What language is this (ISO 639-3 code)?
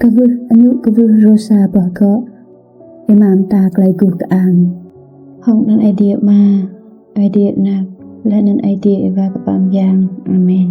rad